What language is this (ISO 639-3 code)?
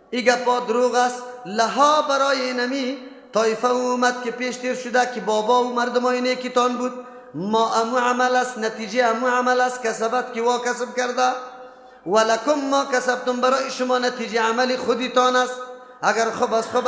fas